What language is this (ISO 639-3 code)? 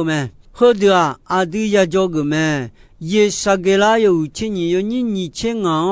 ahk